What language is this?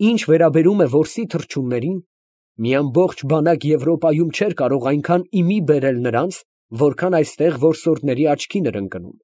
Armenian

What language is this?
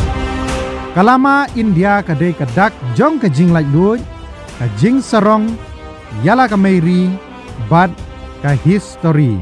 Khasi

